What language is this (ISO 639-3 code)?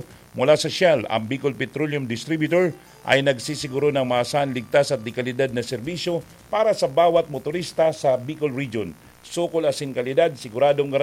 bik